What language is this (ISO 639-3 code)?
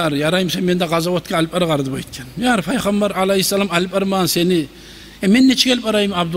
kum